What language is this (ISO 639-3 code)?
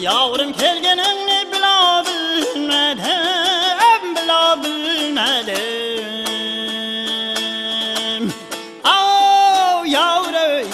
kaa